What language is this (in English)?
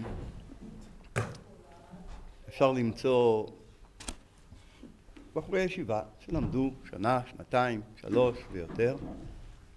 Hebrew